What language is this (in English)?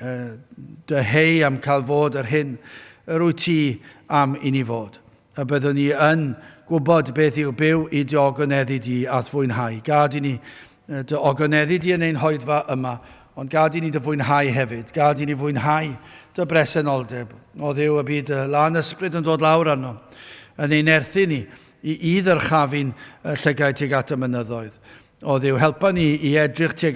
Welsh